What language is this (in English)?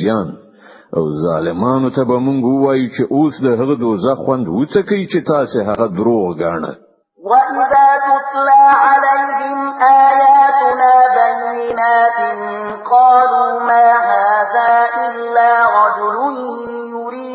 Pashto